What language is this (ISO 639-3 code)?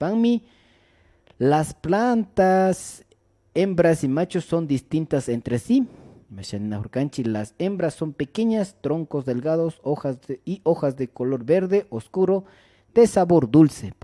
qvi